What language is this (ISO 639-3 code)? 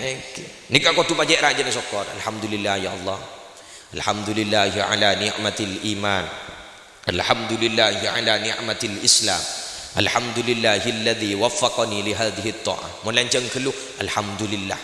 mad